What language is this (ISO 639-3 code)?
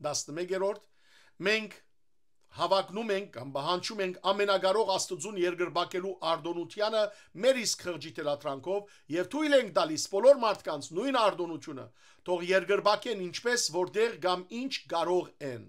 hyw